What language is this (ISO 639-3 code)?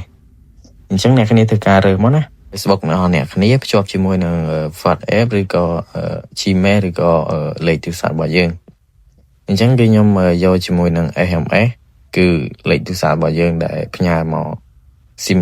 khm